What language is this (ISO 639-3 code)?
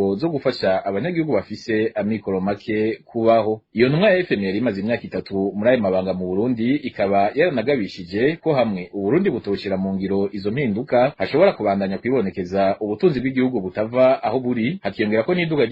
run